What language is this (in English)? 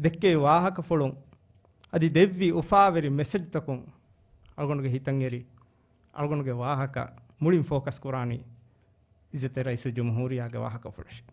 Divehi